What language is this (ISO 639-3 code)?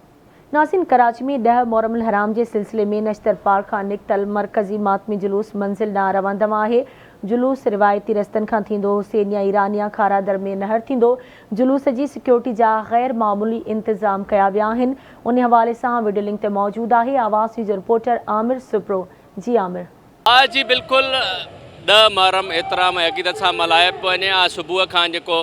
snd